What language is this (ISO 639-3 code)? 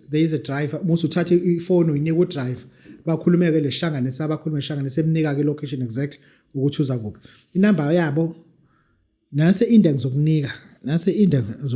zul